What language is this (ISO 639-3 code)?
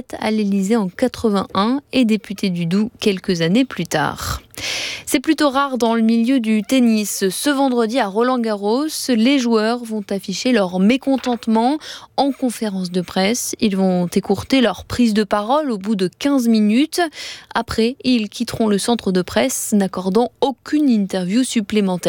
fra